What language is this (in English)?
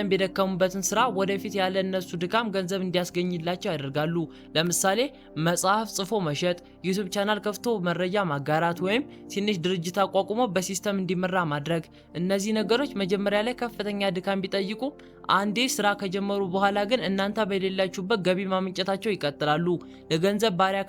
Amharic